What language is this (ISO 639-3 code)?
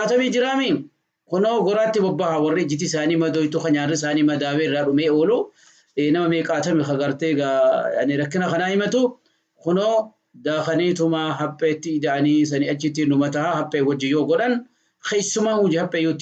orm